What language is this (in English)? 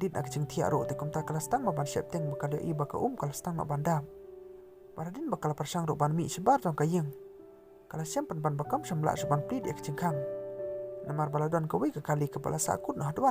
Khasi